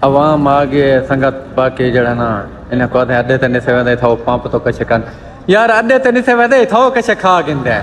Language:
Saraiki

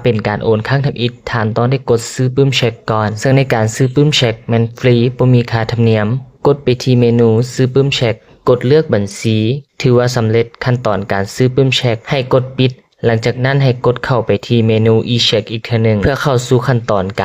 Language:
Lao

